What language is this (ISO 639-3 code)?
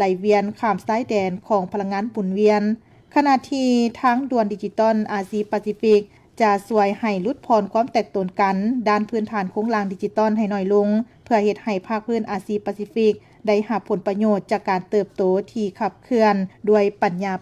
lao